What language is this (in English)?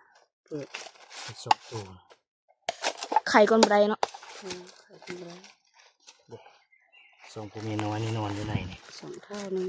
Lao